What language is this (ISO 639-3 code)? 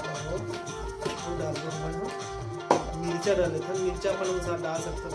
hne